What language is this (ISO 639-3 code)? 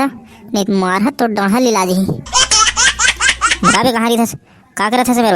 hne